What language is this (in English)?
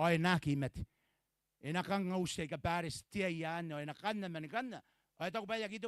Gilbertese